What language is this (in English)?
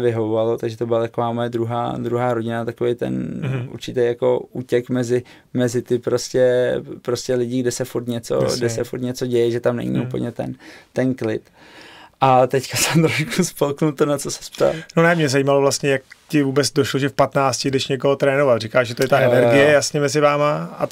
Czech